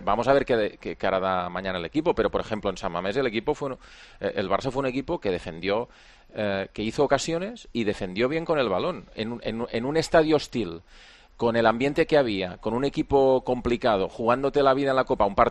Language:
Spanish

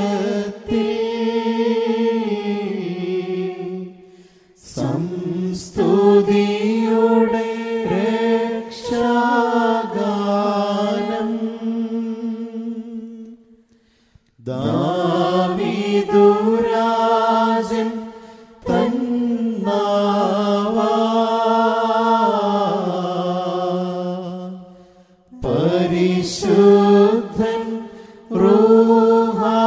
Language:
Malayalam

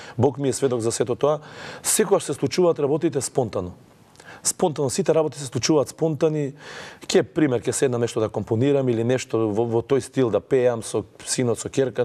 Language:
Macedonian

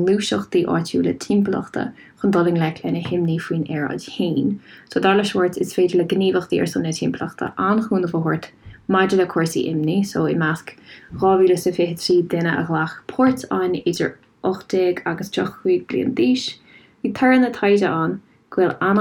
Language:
Irish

